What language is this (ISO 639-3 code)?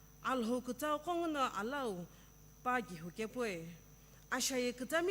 nsm